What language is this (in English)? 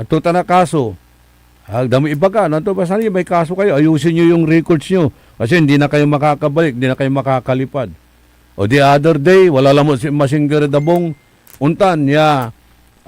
Pangasinan